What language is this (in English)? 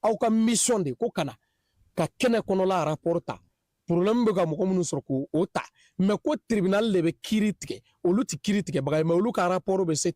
Bambara